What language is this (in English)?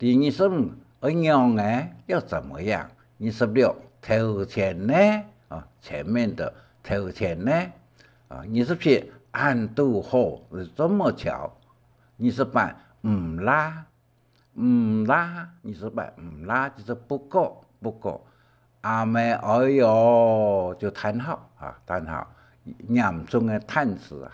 Hakka Chinese